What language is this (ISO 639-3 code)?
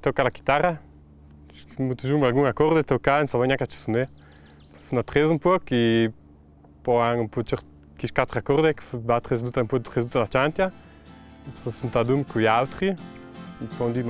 lld